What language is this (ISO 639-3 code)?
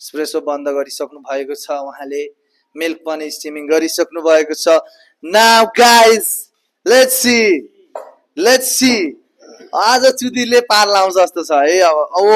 nep